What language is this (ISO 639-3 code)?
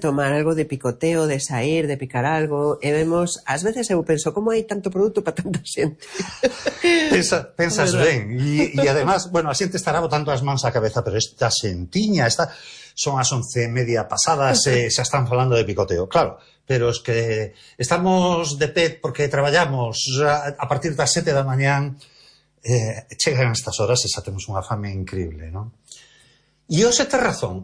glg